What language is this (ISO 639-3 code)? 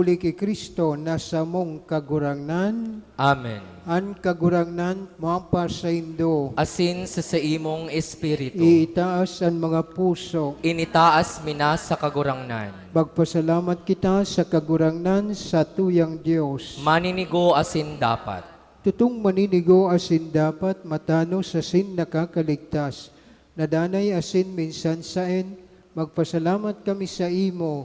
bik